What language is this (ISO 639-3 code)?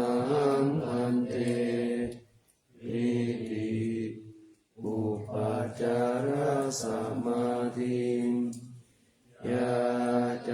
pli